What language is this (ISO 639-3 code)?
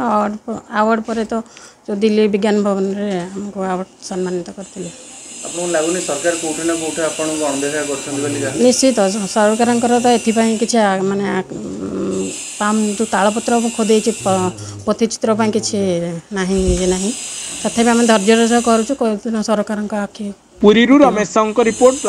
ori